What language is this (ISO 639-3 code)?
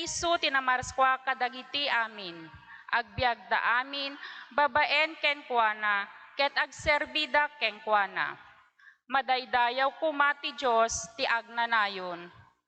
ilo